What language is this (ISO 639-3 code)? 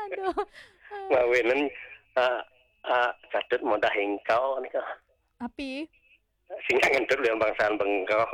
ban